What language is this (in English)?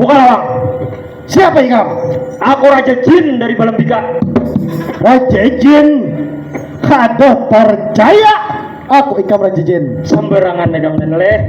Banjar